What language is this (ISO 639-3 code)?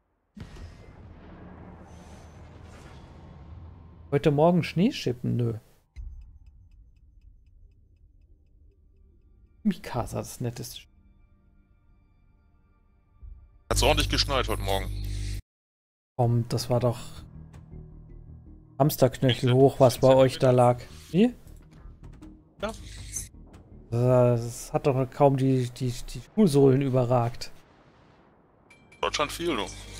deu